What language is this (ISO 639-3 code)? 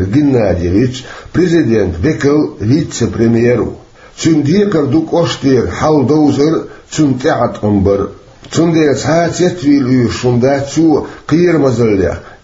che